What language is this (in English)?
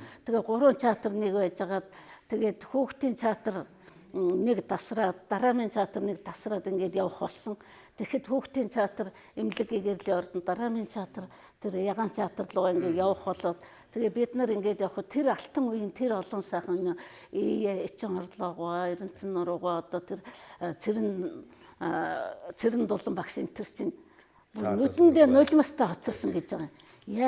Mongolian